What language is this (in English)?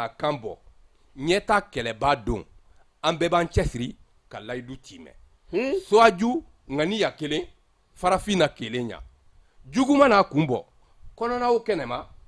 Bambara